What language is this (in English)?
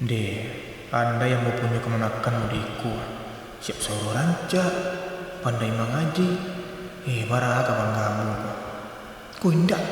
Minangkabau